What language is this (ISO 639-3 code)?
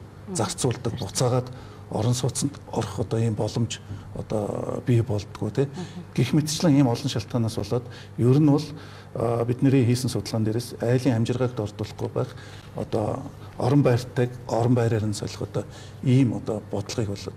mon